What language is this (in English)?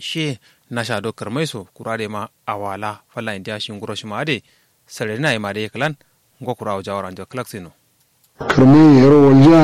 Kanuri